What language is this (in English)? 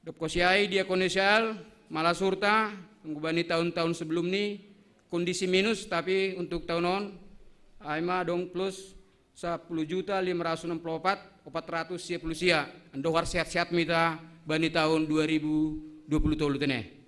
Batak Simalungun